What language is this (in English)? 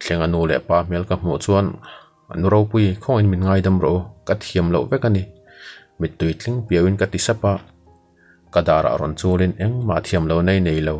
Mizo